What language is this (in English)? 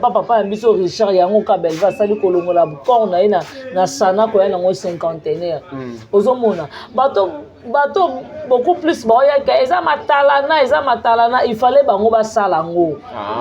Lingala